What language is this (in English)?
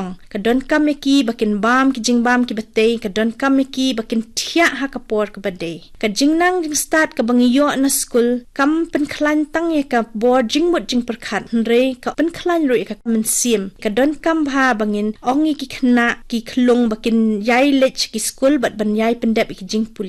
Khasi